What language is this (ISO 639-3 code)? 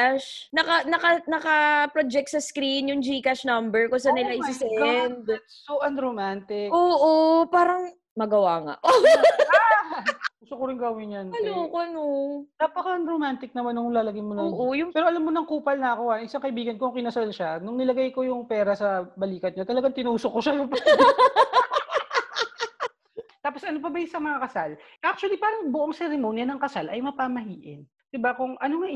fil